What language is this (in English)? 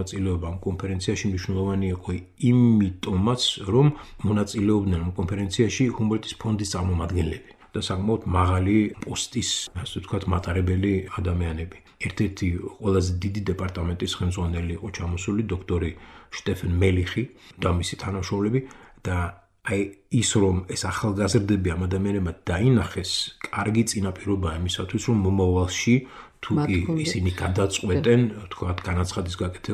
Georgian